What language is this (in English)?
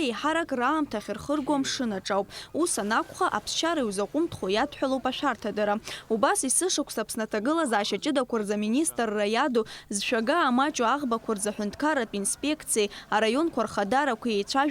Abkhazian